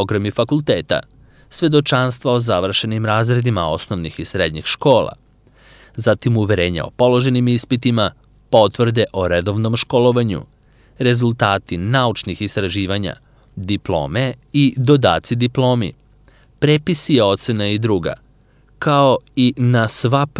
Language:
Serbian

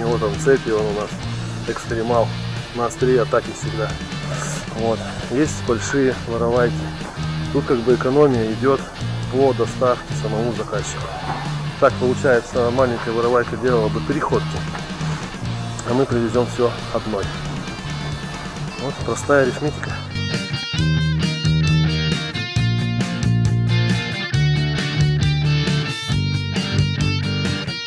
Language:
Russian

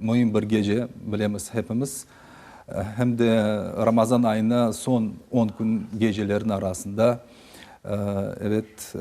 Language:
Crimean Tatar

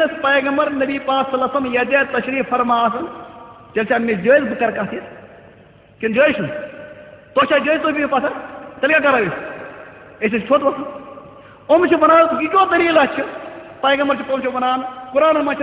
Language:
Kashmiri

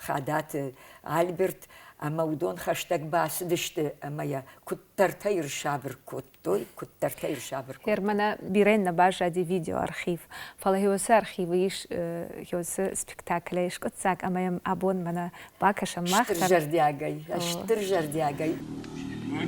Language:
Ossetic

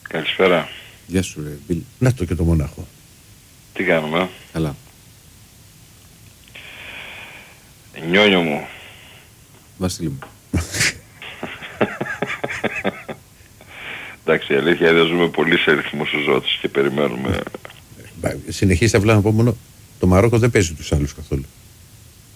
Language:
Greek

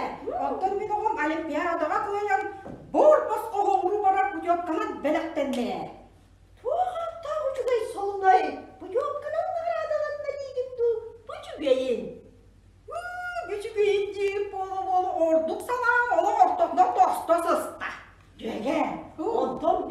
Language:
Yakut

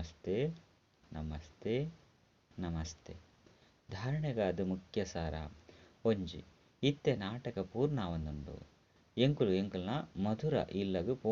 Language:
Tulu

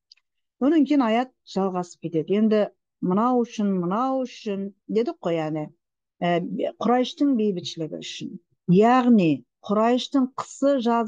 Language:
Kazakh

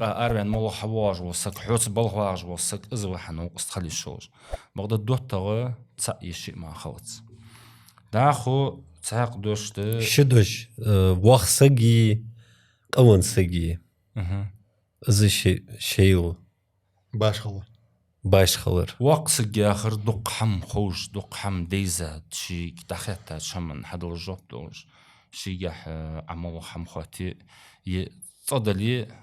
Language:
Ingush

